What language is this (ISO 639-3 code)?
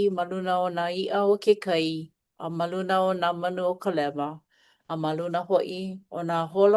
haw